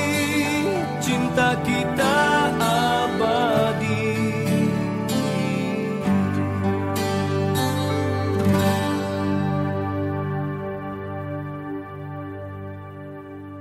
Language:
Malay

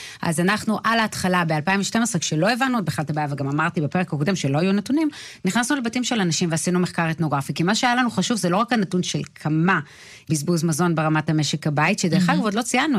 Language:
Hebrew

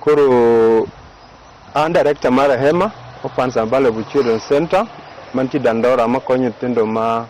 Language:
Luo (Kenya and Tanzania)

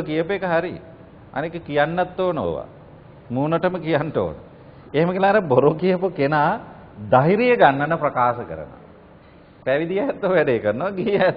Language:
Sinhala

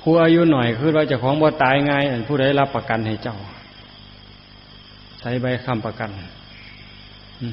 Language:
Northeastern Thai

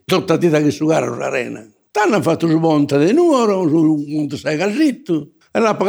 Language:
Sardinian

